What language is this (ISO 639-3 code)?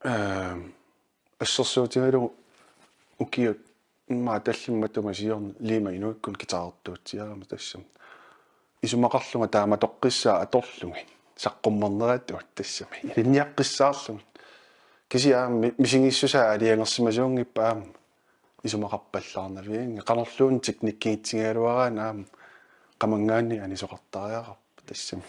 kal